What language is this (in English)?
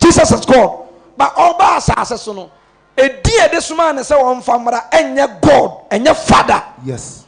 Akan